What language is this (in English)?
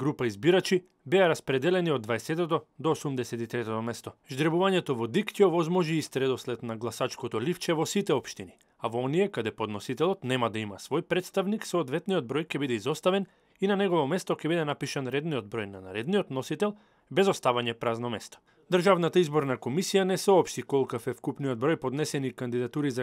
Macedonian